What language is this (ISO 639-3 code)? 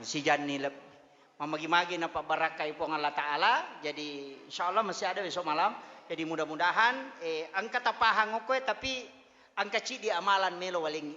bug